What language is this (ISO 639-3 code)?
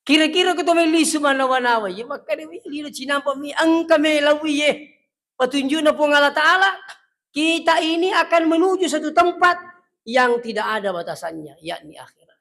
bug